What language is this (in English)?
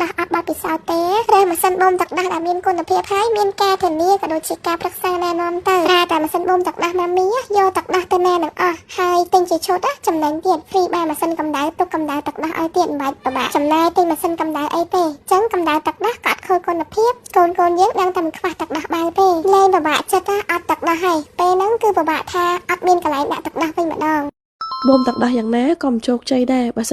Khmer